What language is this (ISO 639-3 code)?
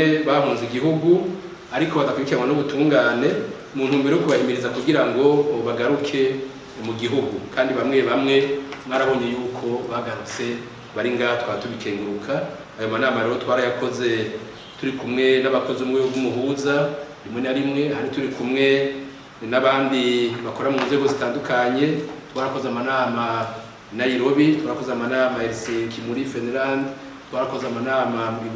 run